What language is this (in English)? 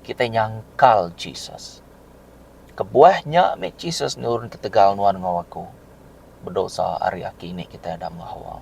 Iban